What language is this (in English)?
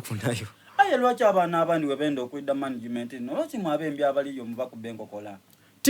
Soga